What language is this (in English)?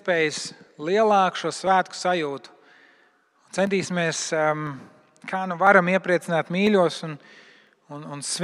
Latvian